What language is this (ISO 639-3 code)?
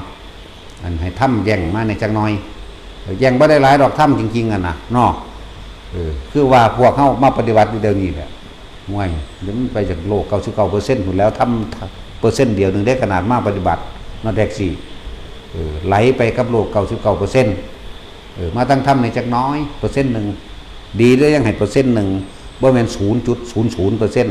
tts